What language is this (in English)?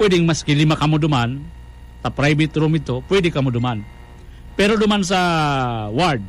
Bikol